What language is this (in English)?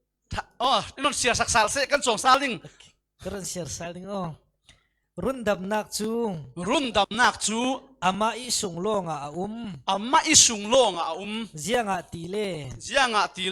Falam Chin